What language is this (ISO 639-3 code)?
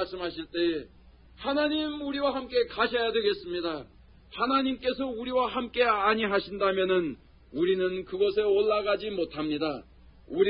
kor